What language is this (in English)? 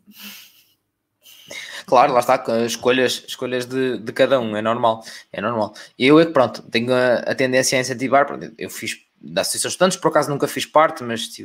Portuguese